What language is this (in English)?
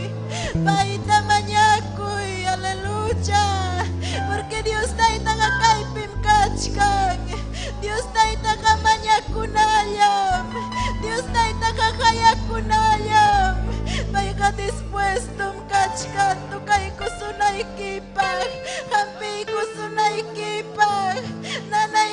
Ayacucho Quechua